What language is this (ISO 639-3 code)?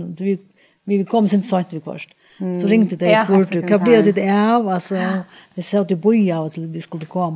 fao